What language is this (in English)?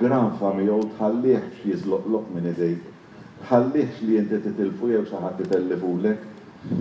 Maltese